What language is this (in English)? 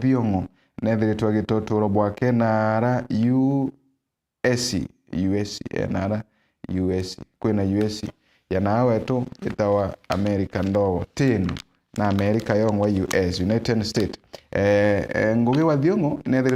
Meru